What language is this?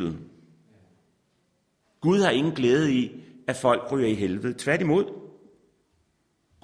Danish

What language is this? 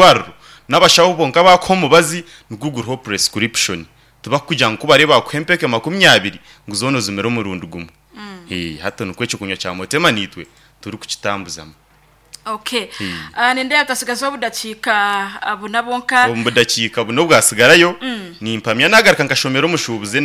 Nyankole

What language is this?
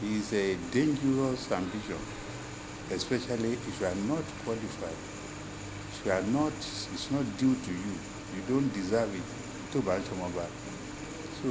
Yoruba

